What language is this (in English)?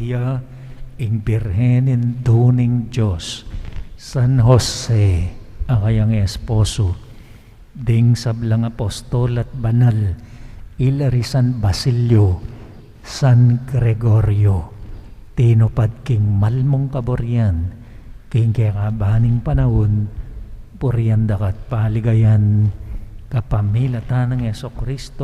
Pampanga